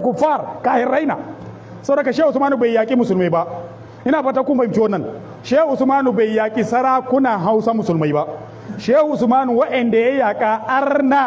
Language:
Hausa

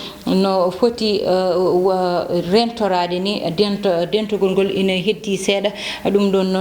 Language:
Fula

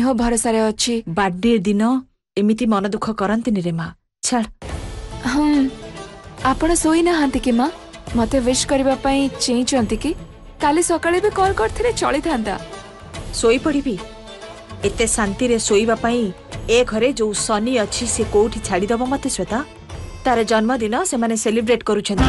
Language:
Odia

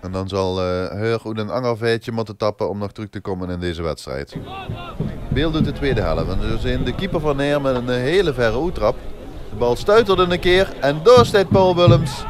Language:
Limburgish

